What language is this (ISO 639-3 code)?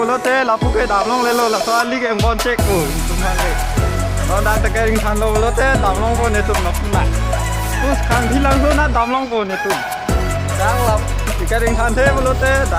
mjw